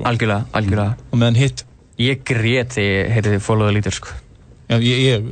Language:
Icelandic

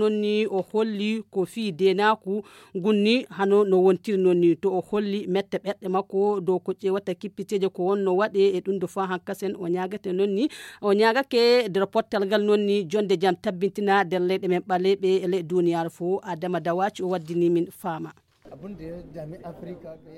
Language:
Nigerian Fulfulde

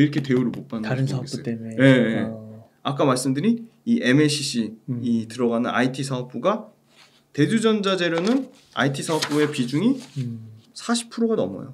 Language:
Korean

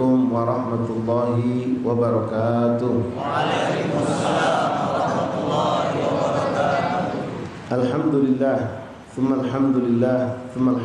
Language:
Musi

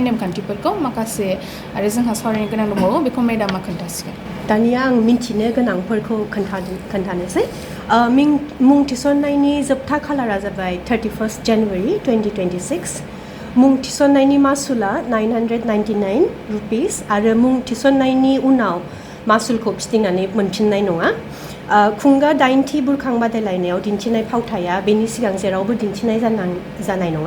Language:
Bodo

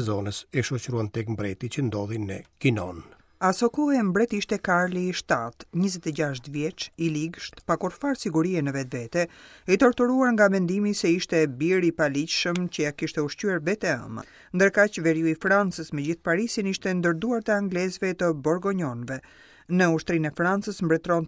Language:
Albanian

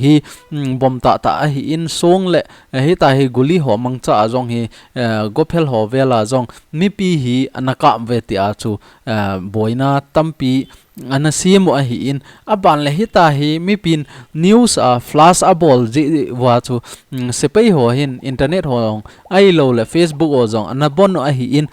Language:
Thado Chin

